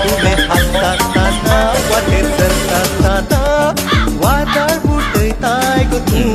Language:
Konkani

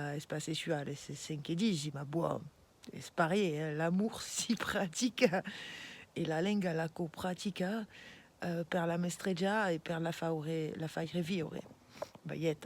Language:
Occitan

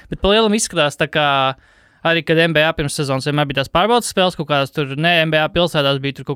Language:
Latvian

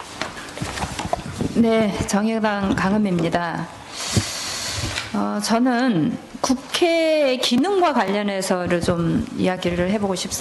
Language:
Korean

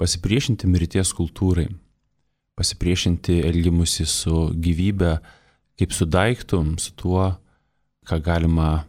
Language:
Lithuanian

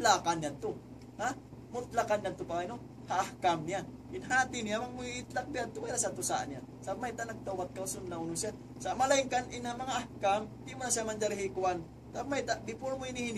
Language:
Tausug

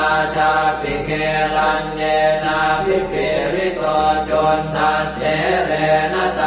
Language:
Pali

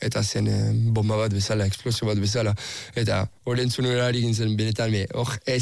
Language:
Basque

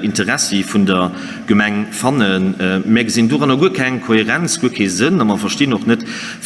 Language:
Luxembourgish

